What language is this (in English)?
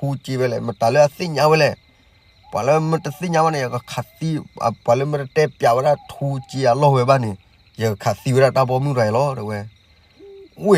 S'gaw Karen